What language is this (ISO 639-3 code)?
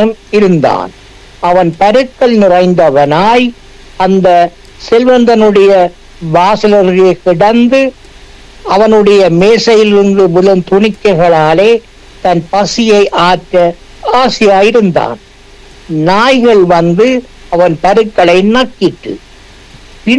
tam